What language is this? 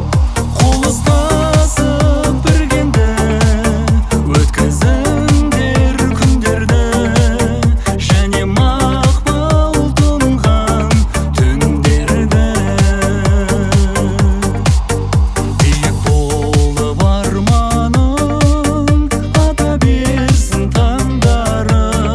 Kazakh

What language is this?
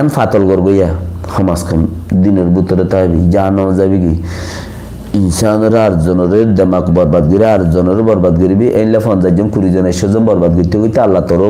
Rohingya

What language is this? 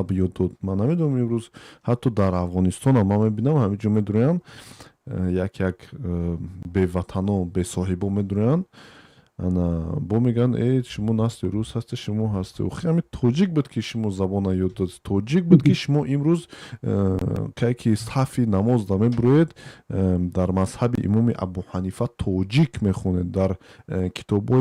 Tajik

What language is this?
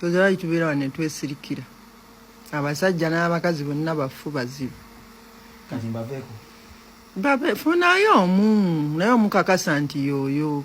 Ganda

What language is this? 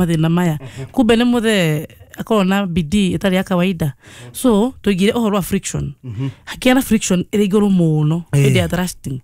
Kikuyu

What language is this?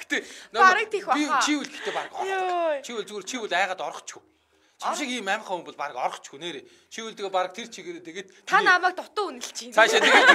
Mongolian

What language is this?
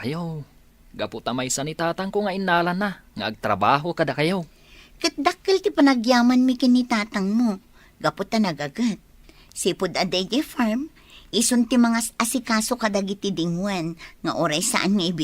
Iloko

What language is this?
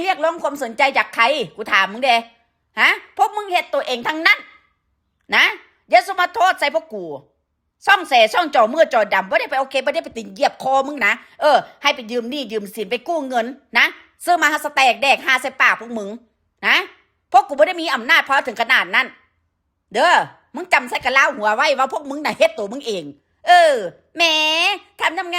Northeastern Thai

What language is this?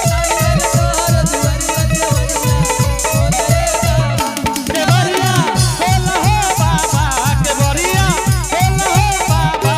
Angika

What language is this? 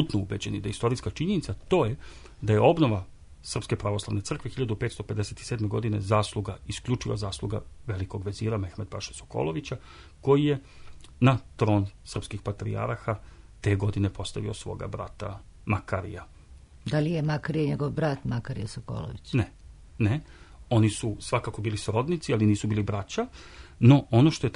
Serbian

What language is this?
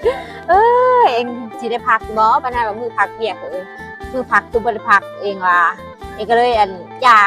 Lao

